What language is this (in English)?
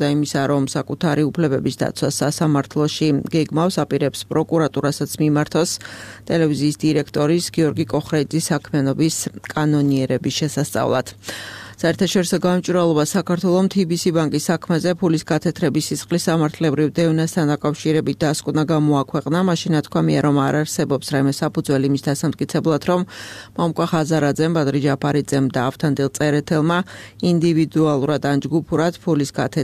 Georgian